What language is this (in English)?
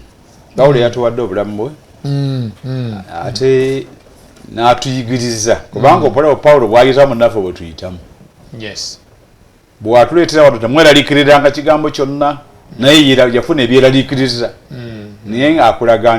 Ganda